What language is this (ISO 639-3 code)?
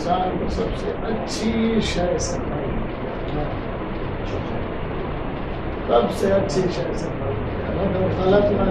urd